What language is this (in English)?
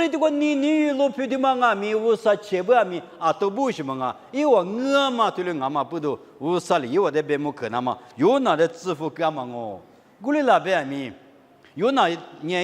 Lisu